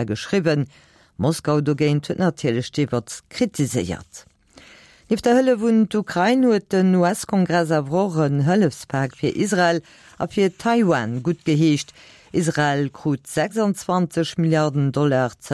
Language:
Luxembourgish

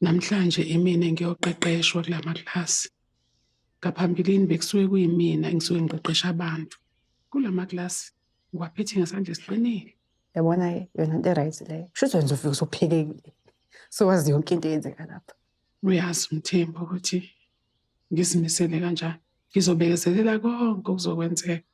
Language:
Zulu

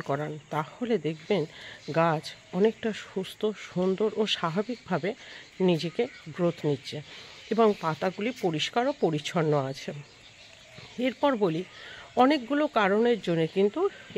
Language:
Bangla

